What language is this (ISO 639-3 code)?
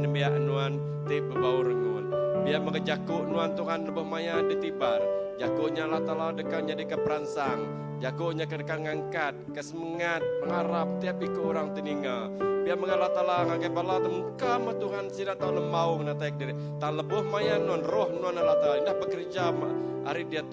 iba